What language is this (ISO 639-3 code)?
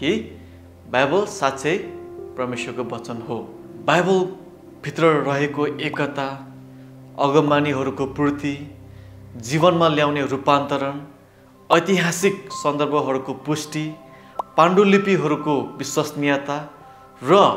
nep